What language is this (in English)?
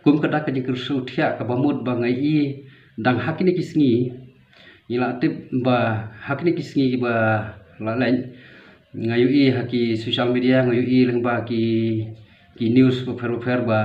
Khasi